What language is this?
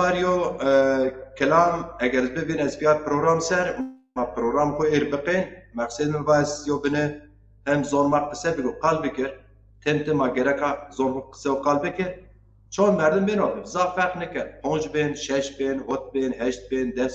Zaza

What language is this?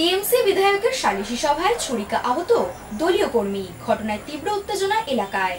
Bangla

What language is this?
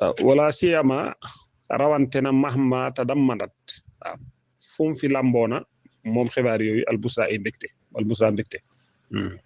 Wolof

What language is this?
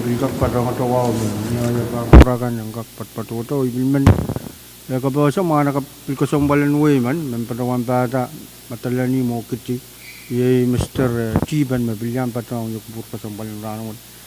Pohnpeian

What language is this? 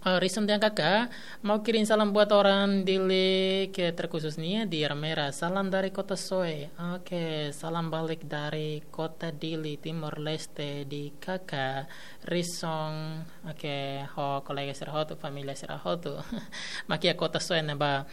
Tetum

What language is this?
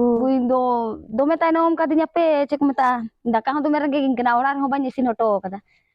Santali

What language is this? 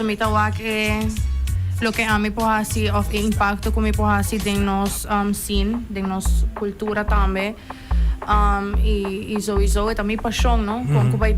Papiamento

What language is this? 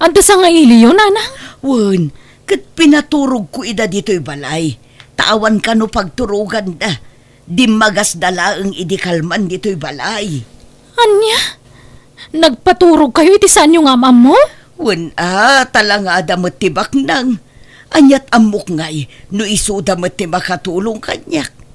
Iloko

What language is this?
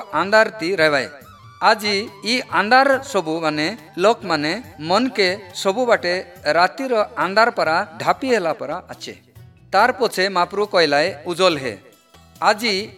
Odia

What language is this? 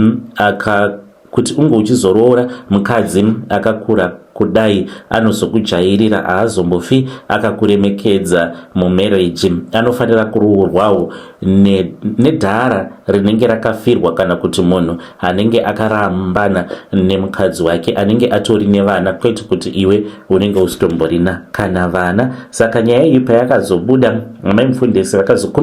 Shona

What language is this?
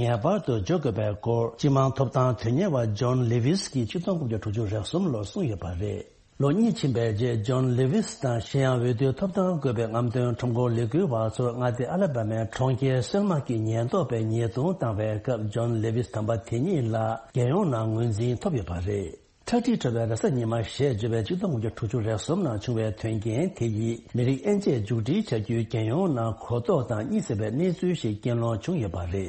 Tibetan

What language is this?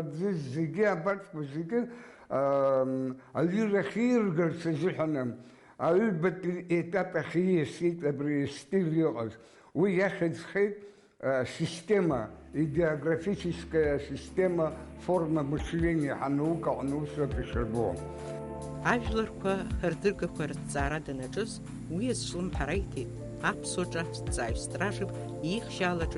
Abkhazian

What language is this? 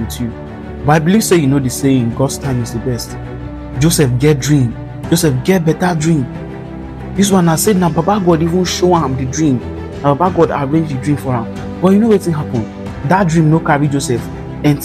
Nigerian Pidgin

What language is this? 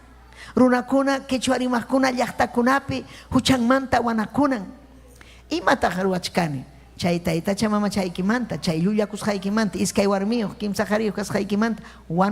Ayacucho Quechua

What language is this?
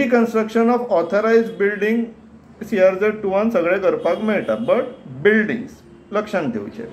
Konkani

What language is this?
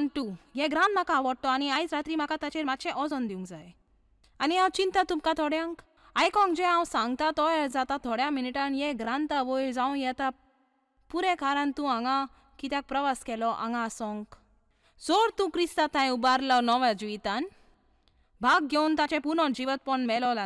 Konkani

